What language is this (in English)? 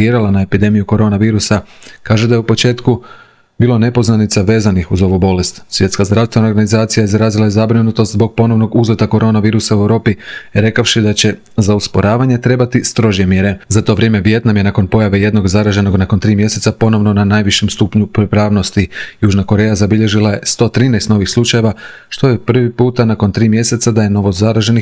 Croatian